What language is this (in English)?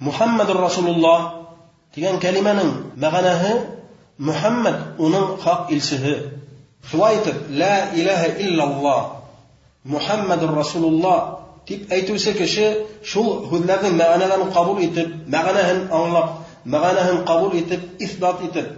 Bashkir